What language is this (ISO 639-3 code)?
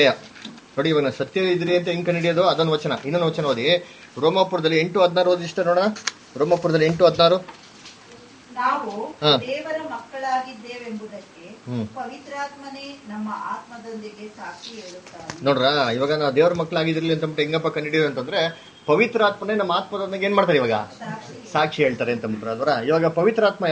kan